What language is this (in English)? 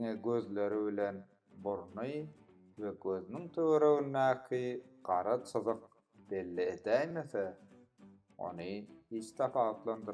Turkmen